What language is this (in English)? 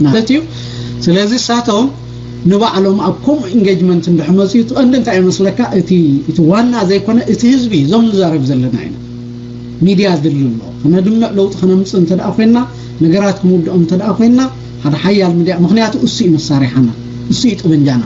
Tigrinya